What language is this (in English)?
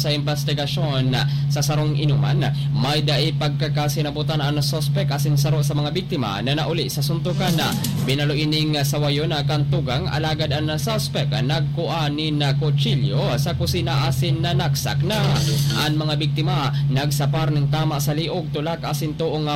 Bikol